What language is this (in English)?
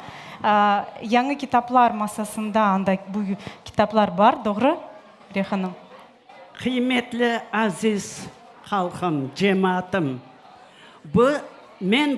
Crimean Tatar